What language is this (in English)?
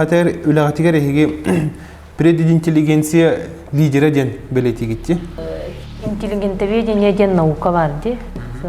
Yakut